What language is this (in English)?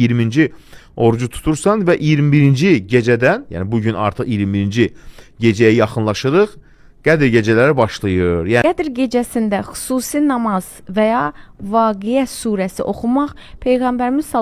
Azerbaijani